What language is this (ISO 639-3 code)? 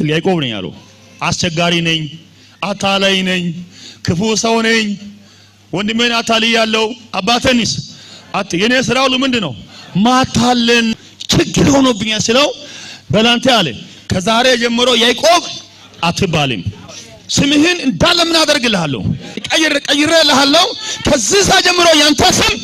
amh